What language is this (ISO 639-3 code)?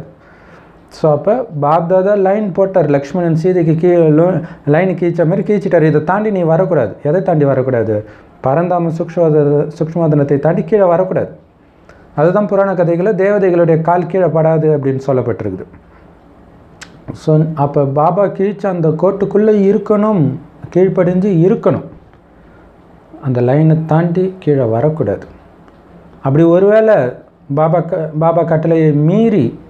tam